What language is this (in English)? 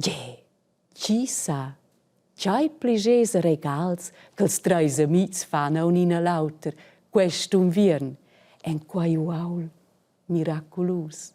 Romansh